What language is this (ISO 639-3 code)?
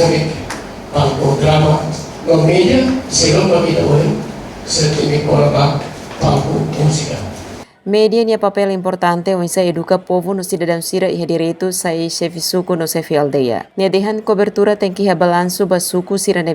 tet